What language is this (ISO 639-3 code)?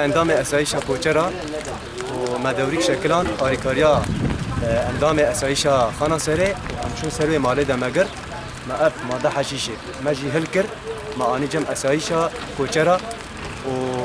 kur